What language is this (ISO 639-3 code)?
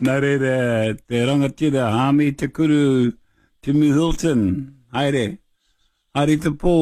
mri